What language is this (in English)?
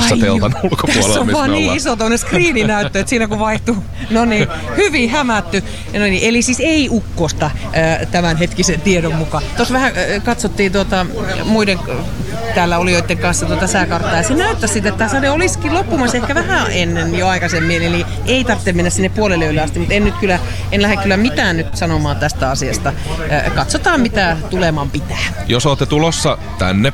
Finnish